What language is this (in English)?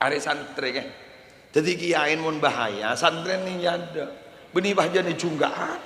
Madurese